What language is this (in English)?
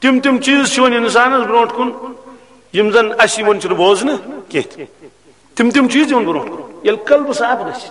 Kashmiri